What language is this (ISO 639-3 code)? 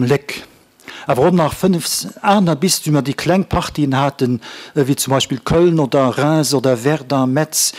ltz